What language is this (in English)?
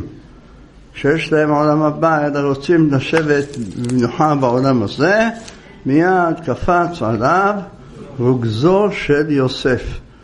Hebrew